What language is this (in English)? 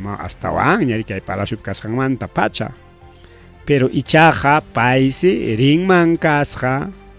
Ayacucho Quechua